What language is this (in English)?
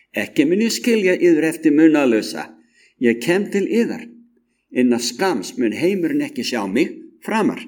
Icelandic